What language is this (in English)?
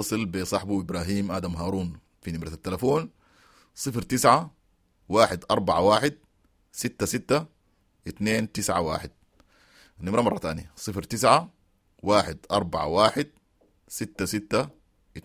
Sudanese Arabic